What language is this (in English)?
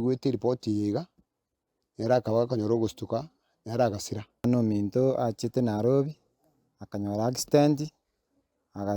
Gusii